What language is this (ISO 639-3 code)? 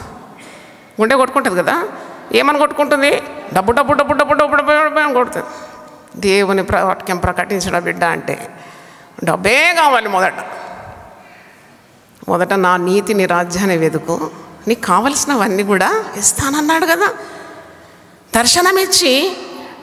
tel